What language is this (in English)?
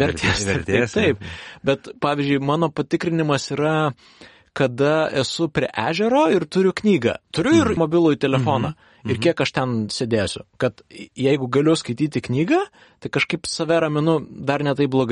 Lithuanian